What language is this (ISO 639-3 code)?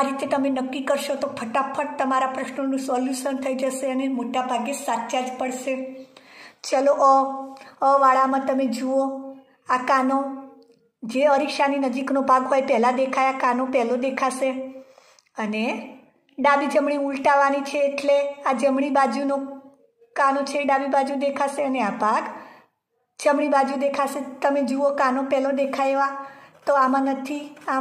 guj